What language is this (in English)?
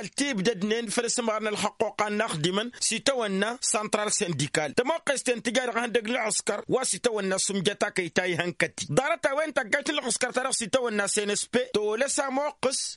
Tamasheq